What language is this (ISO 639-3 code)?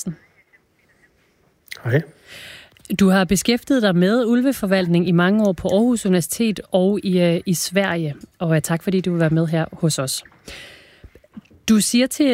dan